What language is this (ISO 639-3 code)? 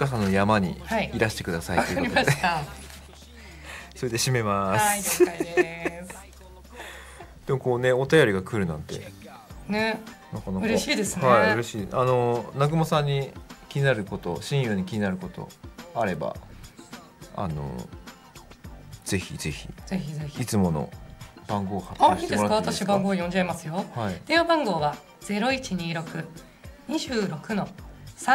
jpn